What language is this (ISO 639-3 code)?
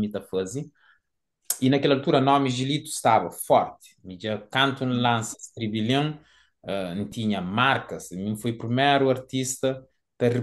kea